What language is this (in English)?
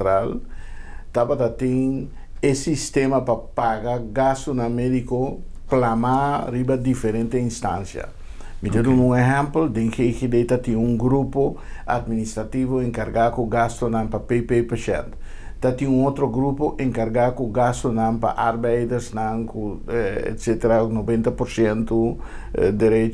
Papiamento